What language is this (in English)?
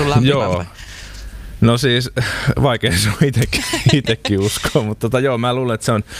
Finnish